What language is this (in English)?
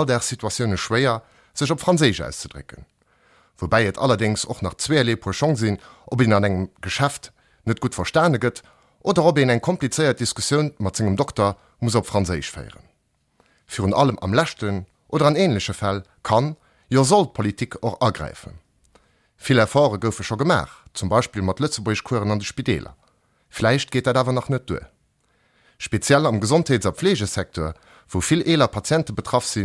Luxembourgish